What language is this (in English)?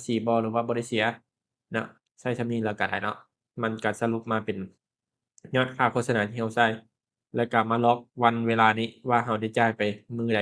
Lao